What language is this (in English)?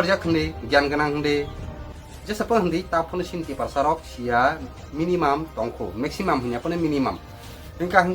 Kok Borok